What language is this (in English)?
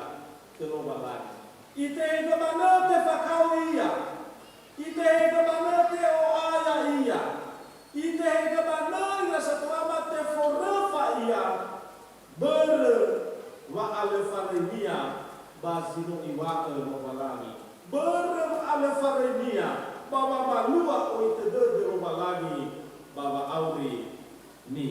Nias